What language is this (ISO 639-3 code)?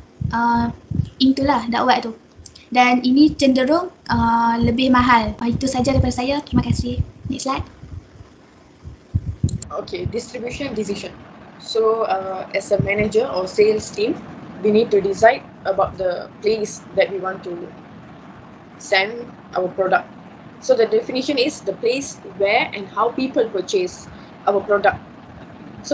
msa